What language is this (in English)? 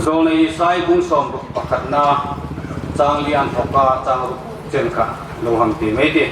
Hmar